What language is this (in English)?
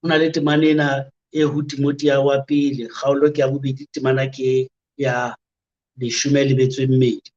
Southern Sotho